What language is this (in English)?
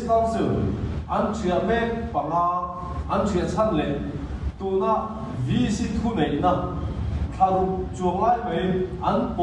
Mizo